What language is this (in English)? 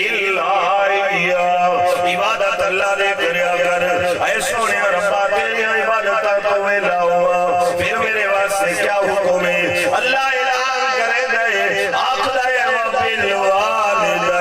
Saraiki